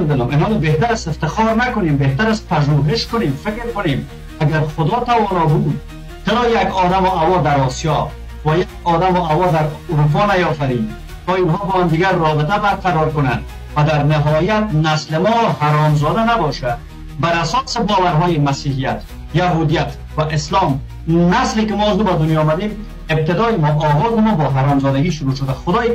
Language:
Persian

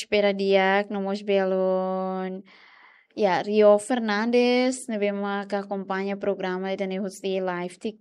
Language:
Tetum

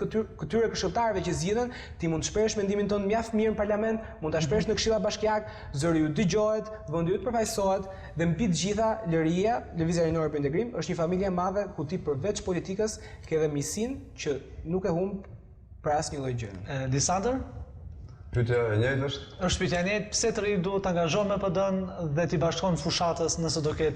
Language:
Albanian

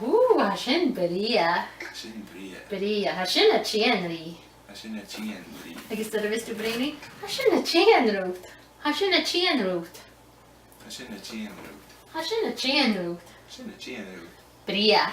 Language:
Scottish Gaelic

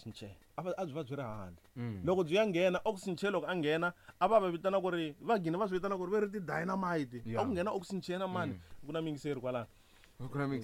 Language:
Tsonga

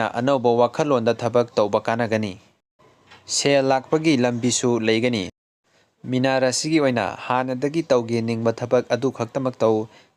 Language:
Manipuri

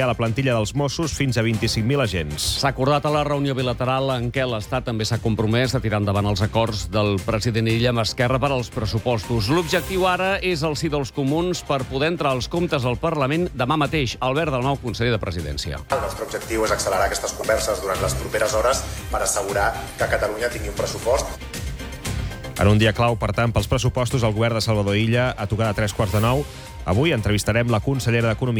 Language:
Catalan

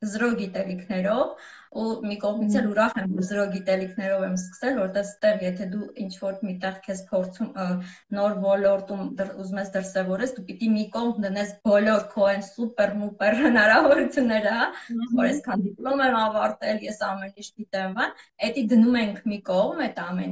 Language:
Armenian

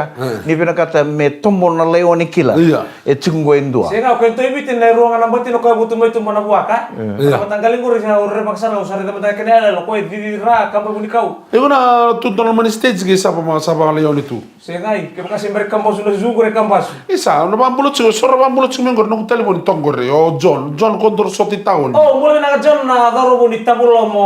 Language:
Fijian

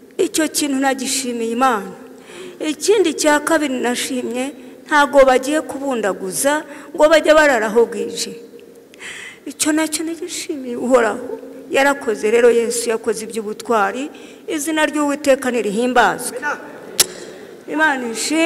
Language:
Kinyarwanda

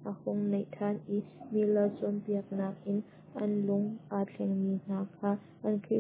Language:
Hakha Chin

